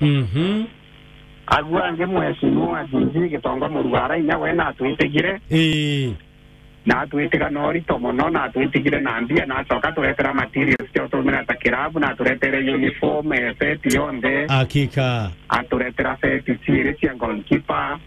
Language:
Meru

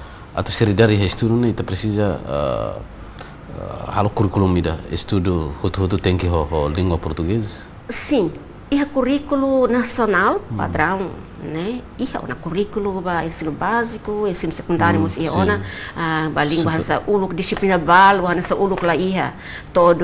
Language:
Tetum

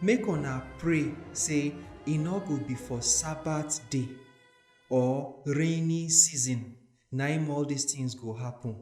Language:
Nigerian Pidgin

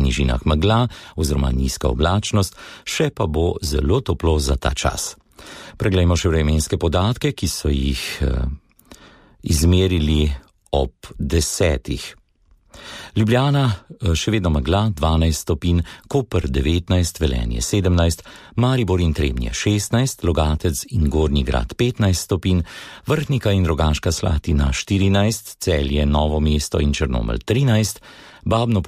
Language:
Slovenian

